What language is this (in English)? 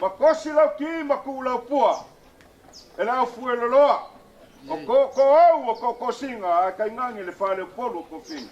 Samoan